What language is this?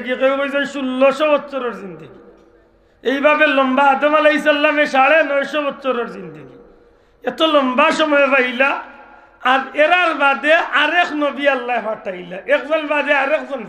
Sylheti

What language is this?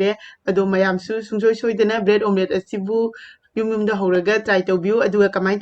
Manipuri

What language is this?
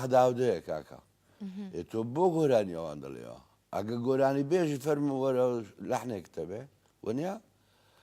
Central Kurdish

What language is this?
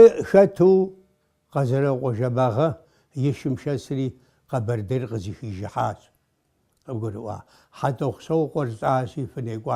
Kabardian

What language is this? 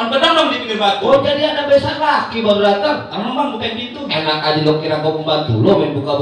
Betawi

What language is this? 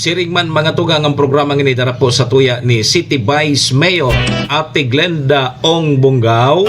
Bikol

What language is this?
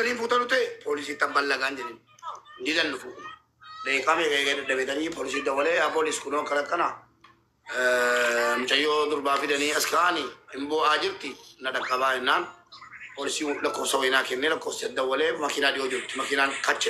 Oromo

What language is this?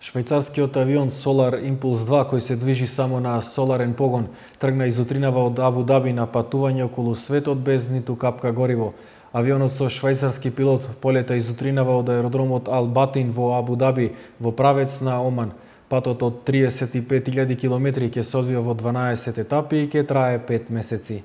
Macedonian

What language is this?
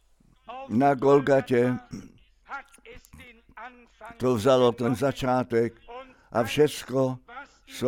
Czech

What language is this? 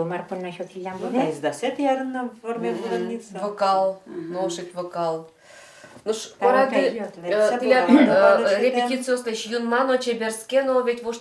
Udmurt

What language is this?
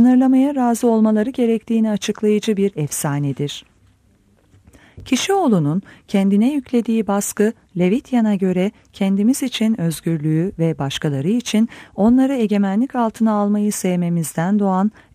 Turkish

